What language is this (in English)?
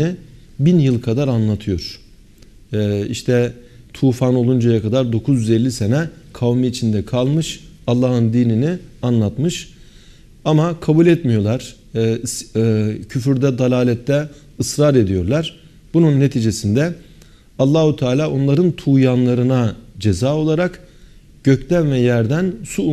Turkish